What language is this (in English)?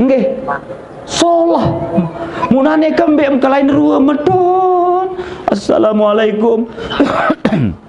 Sasak